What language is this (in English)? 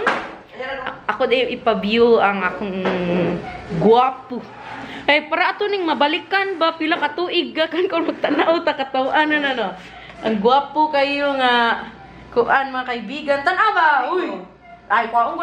Cebuano